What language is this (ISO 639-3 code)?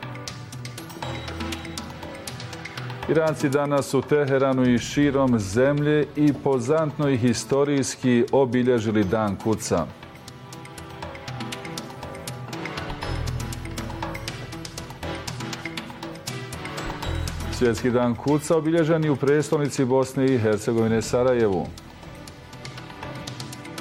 bos